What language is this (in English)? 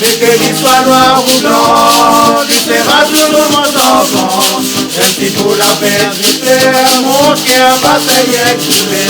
Réunion Creole French